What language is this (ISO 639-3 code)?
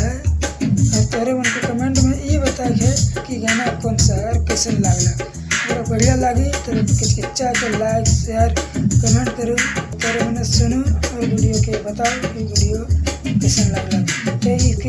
sck